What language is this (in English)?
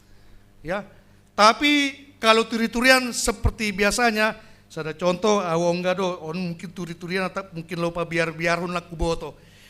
Batak Simalungun